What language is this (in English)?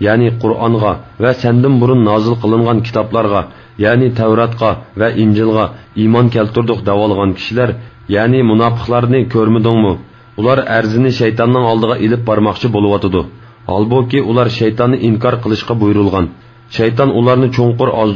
Uyghur